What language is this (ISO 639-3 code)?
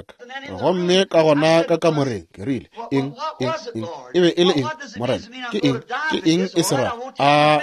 nso